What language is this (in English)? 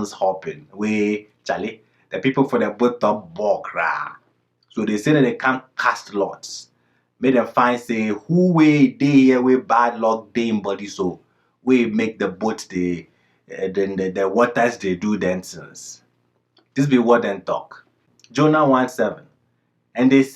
Ghanaian Pidgin English